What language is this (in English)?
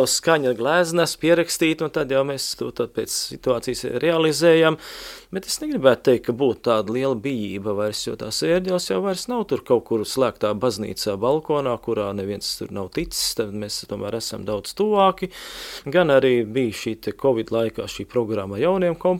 Latvian